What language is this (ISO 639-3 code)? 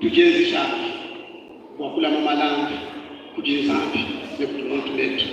lua